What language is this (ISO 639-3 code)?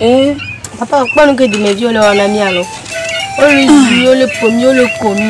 ewe